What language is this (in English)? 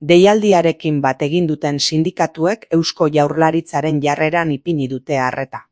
Basque